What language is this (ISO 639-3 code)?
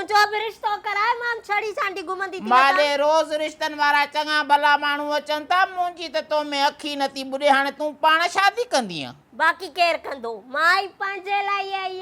snd